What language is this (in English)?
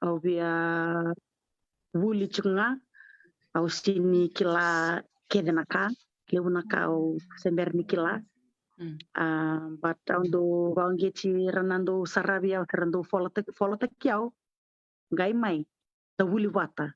Fijian